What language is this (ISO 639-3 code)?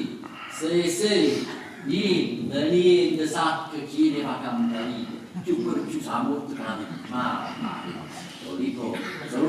nap